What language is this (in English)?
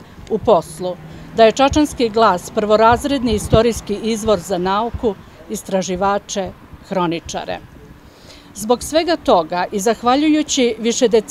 Serbian